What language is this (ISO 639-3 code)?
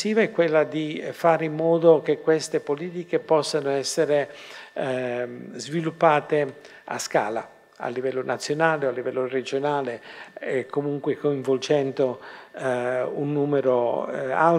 ita